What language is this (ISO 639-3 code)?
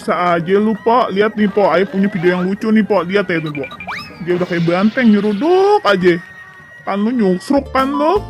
bew